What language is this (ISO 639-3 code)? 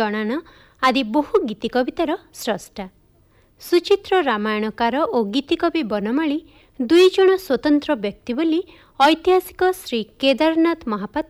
ori